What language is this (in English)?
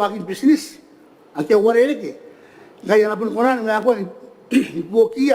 Gilbertese